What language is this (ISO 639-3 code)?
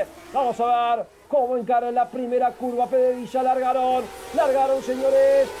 spa